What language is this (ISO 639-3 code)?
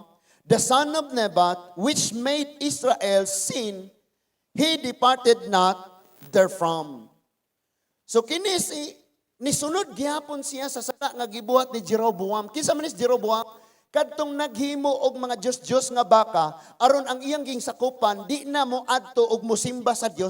ceb